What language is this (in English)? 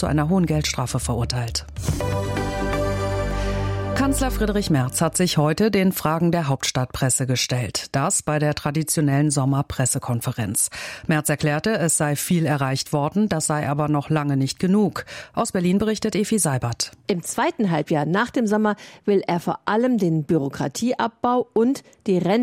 German